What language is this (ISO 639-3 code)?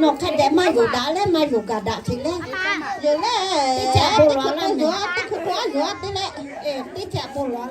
lhu